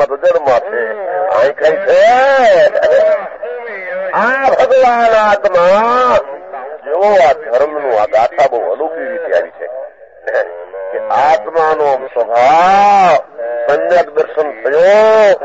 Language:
Gujarati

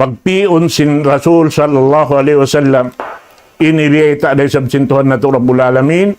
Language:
Tausug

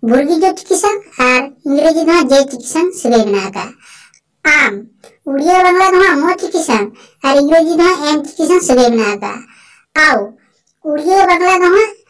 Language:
Santali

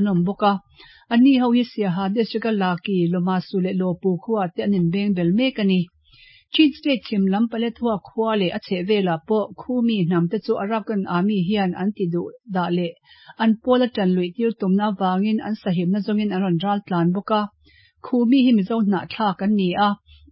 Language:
Mizo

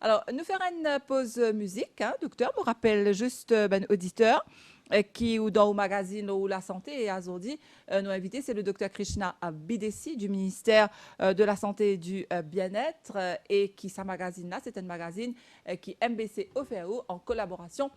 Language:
Morisyen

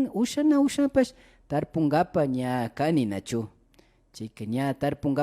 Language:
Imbabura Highland Quichua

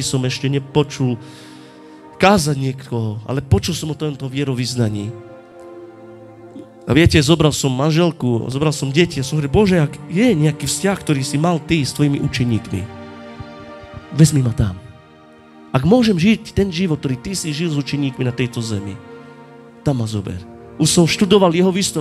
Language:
Slovak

